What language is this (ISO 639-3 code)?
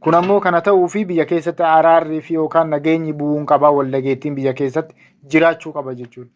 orm